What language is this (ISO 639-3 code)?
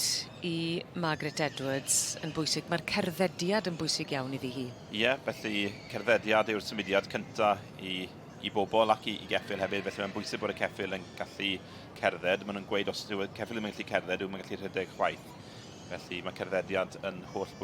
cym